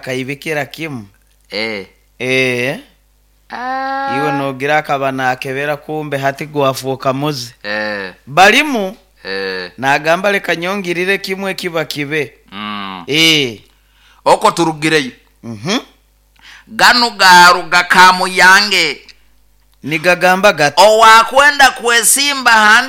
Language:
Nyoro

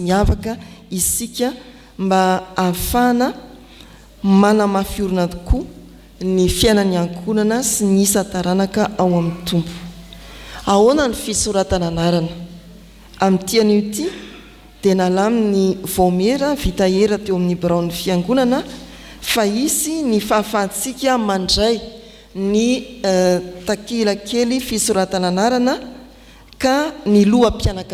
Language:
Malagasy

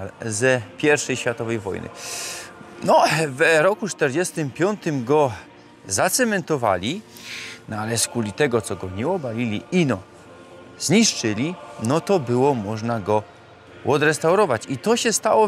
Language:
Silesian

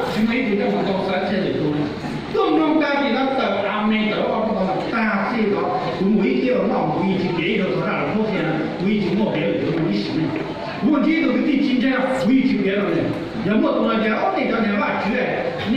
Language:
Hmong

